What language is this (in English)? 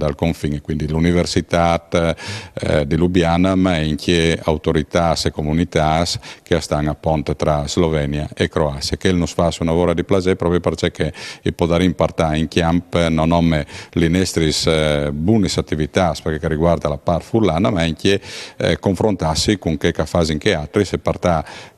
Friulian